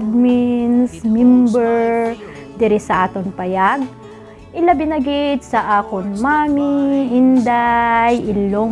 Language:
Hiligaynon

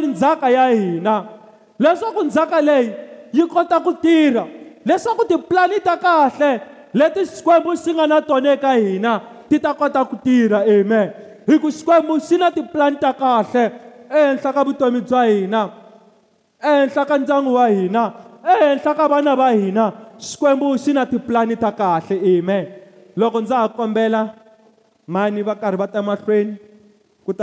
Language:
Tsonga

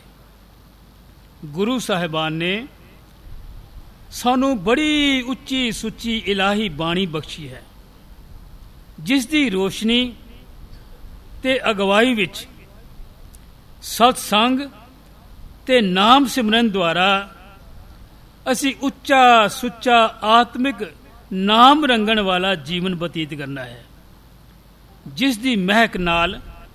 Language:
Punjabi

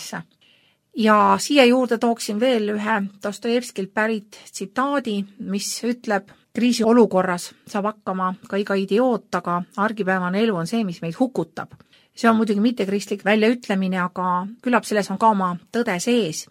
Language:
Estonian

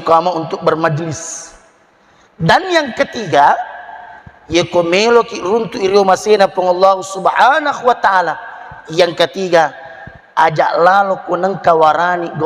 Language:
Buginese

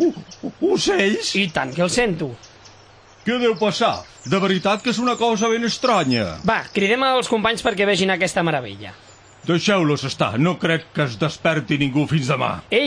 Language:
Catalan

